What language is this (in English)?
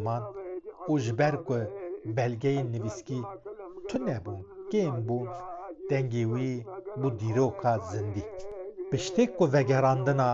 Kurdish